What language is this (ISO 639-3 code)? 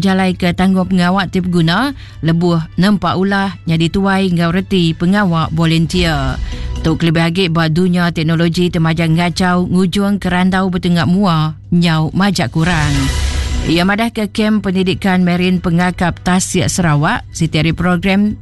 iba